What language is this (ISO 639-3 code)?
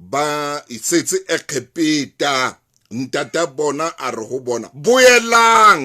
sot